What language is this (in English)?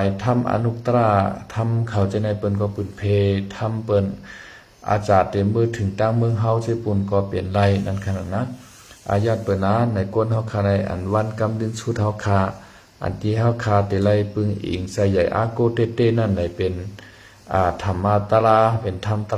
Shan